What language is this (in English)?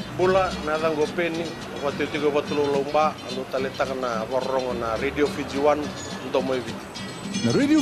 Fijian